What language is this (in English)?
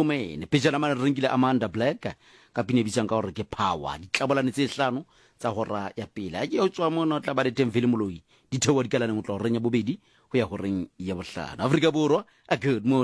Southern Sotho